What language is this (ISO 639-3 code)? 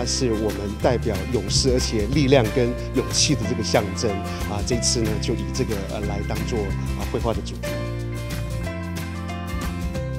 zho